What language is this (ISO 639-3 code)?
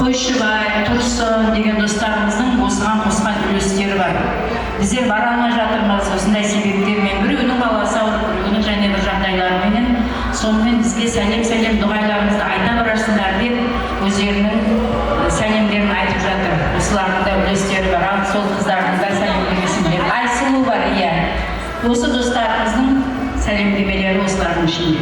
kaa